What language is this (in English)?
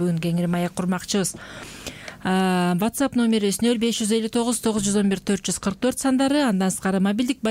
Kyrgyz